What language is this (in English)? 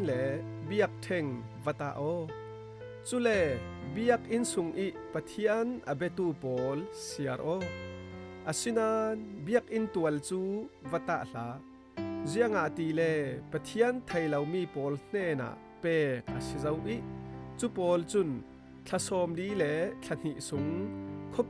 Falam Chin